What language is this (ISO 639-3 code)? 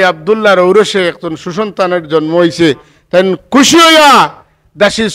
syl